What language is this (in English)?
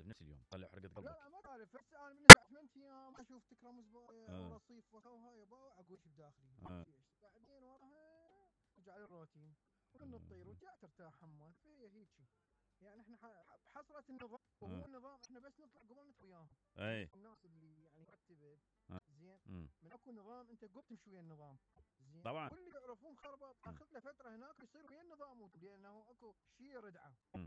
Mesopotamian Arabic